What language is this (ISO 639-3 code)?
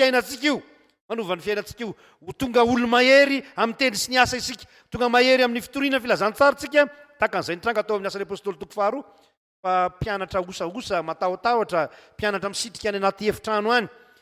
mlg